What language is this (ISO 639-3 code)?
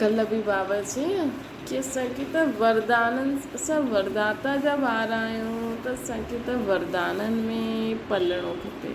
snd